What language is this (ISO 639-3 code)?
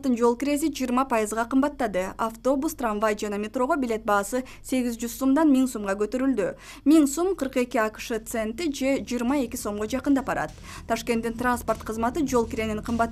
kir